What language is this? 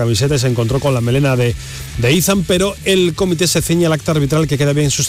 Spanish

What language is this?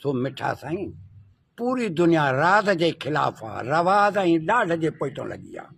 Sindhi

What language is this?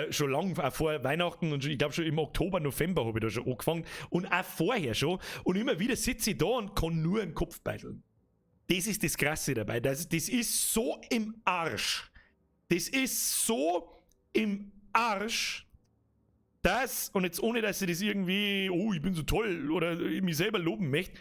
Bavarian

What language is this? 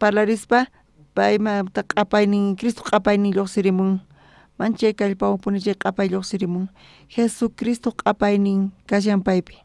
South Bolivian Quechua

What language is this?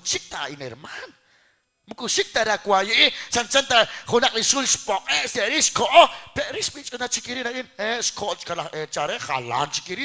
Kekchí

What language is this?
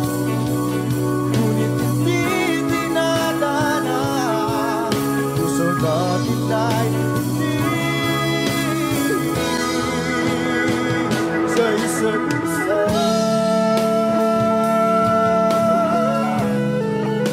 Filipino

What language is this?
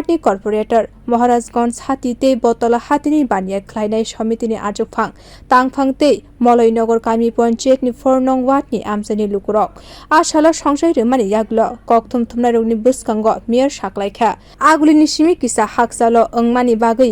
Kok Borok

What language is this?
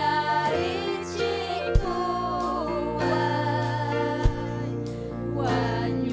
Ayacucho Quechua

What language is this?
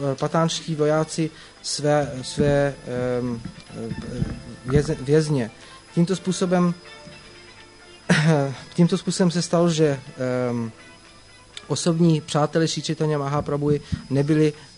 Czech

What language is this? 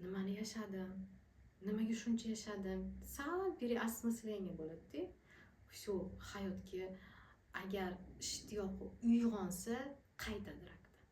Uzbek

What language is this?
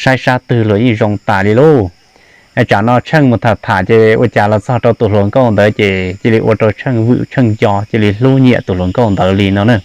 Hmong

